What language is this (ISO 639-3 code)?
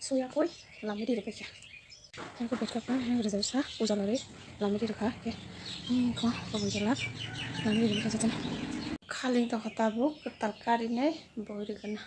trp